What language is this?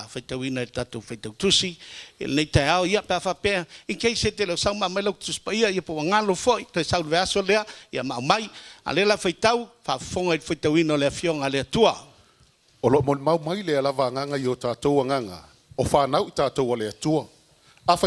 Samoan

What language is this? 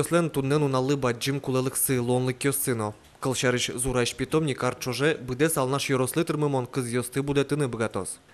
Udmurt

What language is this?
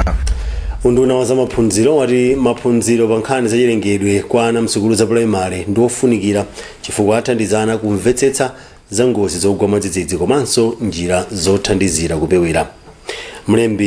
Nyanja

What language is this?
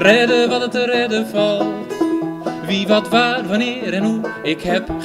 Western Frisian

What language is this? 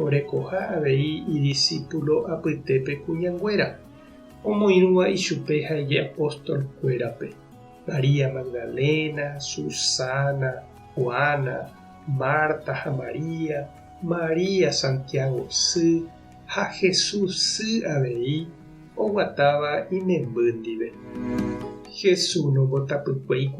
Guarani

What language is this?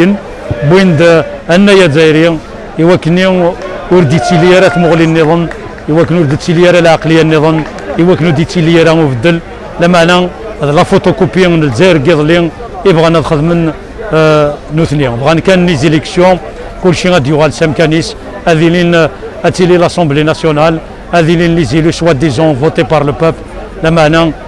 Kabyle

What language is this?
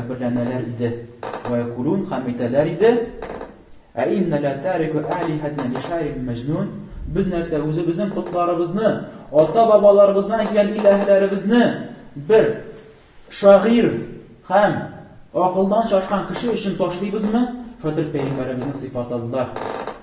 Tatar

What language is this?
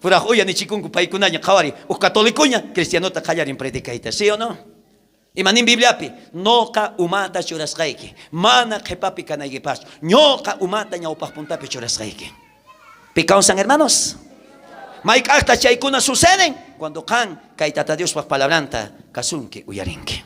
South Bolivian Quechua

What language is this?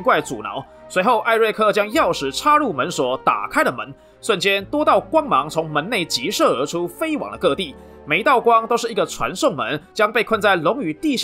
Chinese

